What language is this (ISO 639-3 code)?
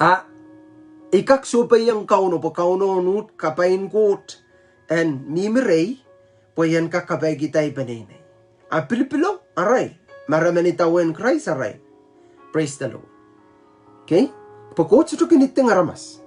pon